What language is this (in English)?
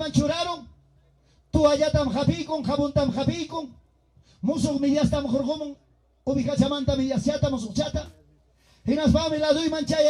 Ayacucho Quechua